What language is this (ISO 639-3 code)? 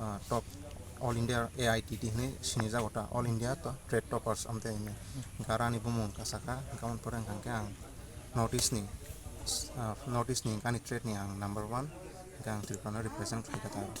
trp